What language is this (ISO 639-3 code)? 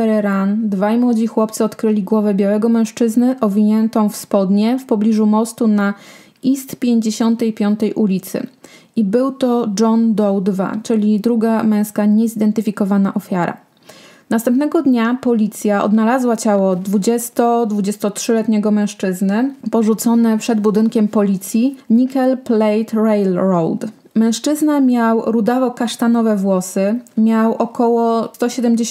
pol